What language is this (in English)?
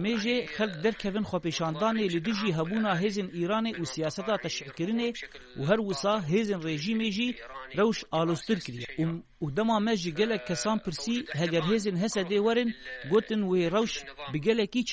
Kurdish